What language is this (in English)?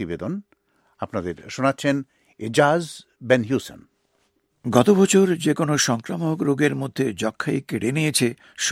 Bangla